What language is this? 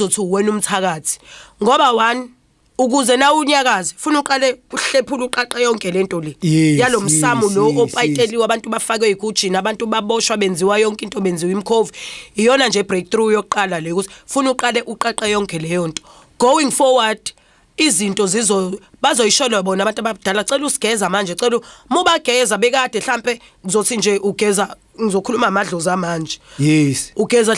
Zulu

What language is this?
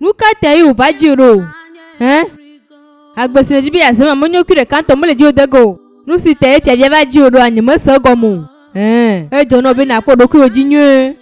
Ewe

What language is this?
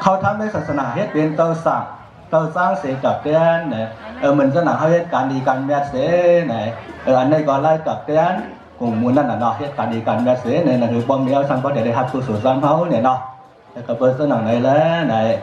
Shan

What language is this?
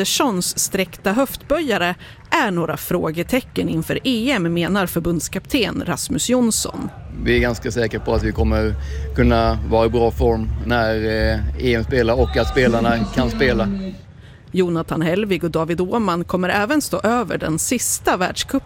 Swedish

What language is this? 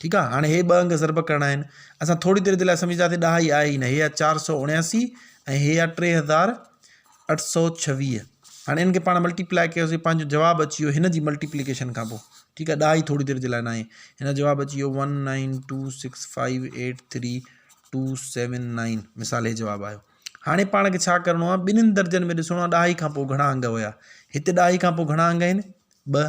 Sindhi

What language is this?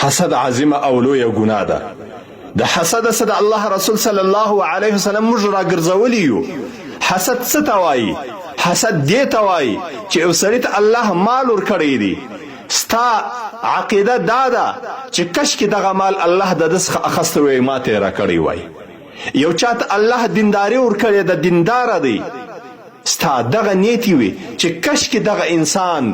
Pashto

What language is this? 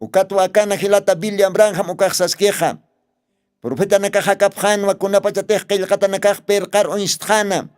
Aymara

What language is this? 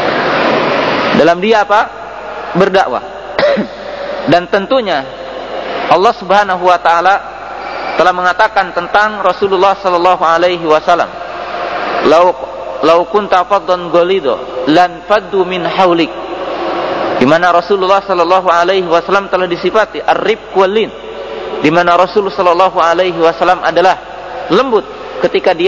Indonesian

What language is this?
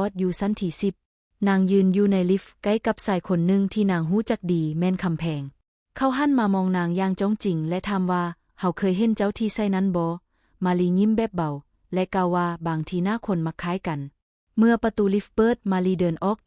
Lao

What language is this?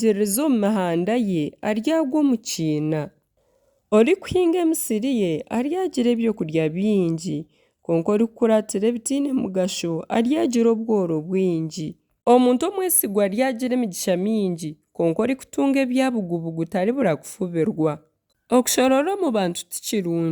Nyankole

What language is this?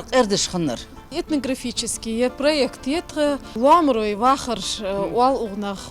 Ingush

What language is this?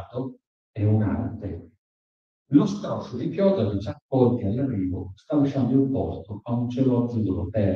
Italian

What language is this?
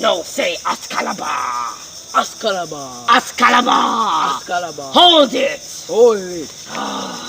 Jamaican Creole English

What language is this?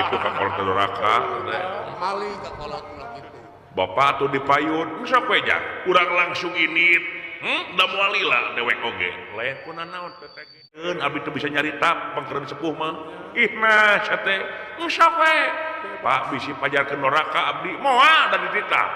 Sundanese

